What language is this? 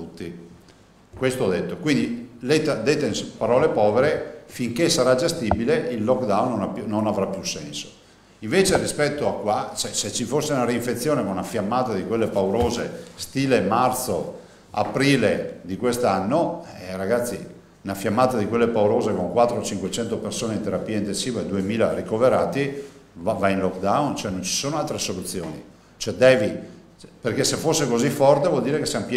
Italian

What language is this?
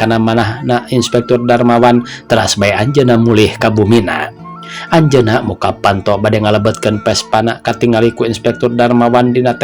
Sundanese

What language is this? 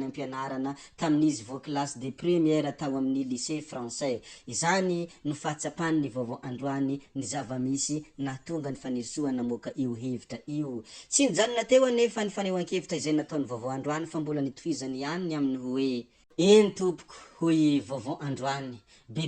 Malagasy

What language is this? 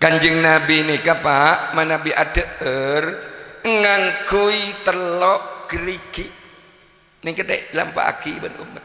Madurese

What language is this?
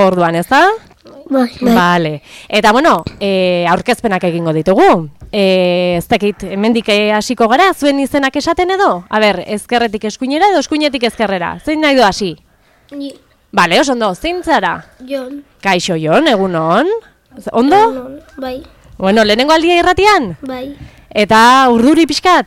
Basque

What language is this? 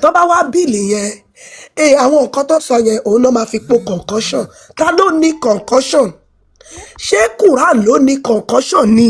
Yoruba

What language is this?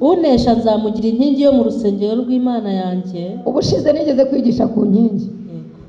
Kinyarwanda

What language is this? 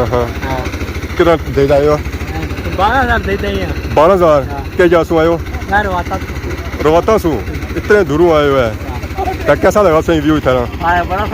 Pahari-Potwari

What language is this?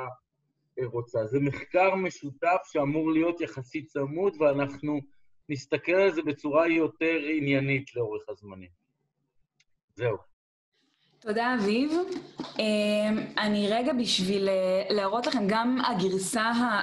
Hebrew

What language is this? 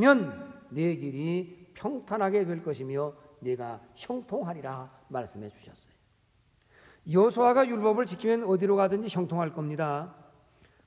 Korean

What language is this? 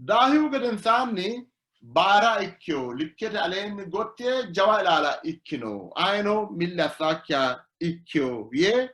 Sidamo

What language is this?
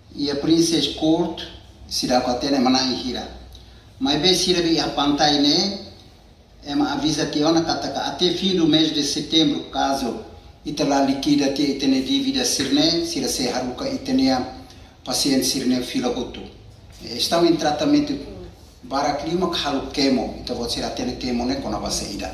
Tetum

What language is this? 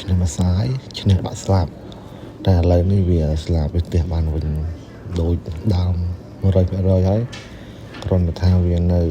Khmer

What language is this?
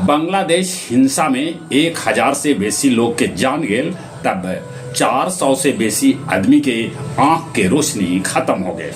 Magahi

